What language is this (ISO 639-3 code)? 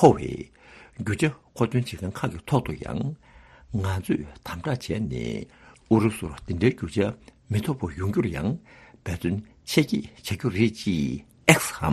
bod